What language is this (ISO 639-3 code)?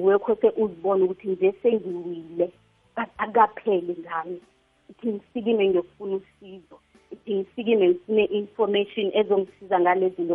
nbl